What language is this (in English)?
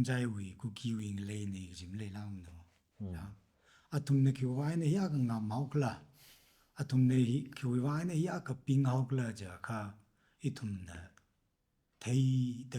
Tangkhul Naga (India)